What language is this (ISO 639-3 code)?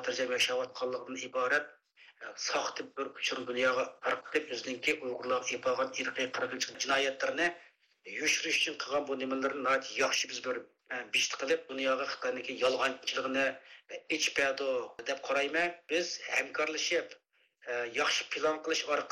uig